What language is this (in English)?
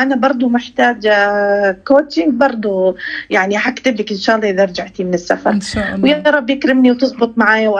Egyptian Arabic